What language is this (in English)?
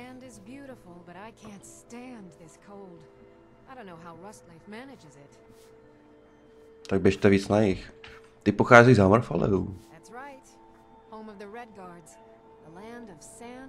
Czech